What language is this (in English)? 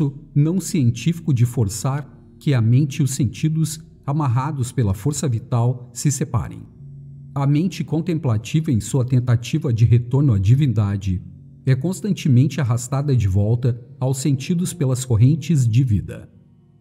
Portuguese